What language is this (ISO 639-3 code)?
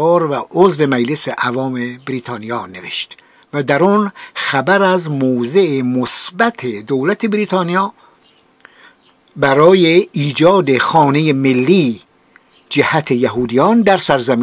fas